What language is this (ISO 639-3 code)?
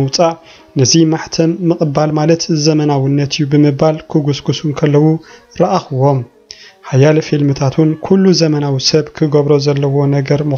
tir